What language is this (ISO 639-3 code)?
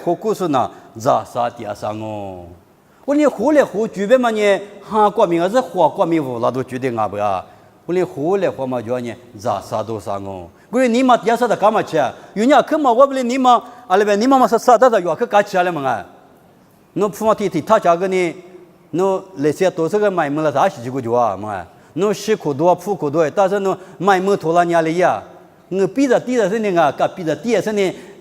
lis